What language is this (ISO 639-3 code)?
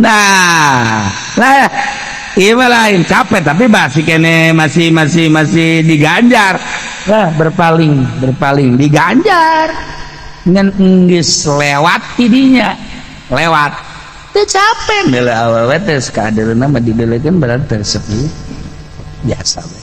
sun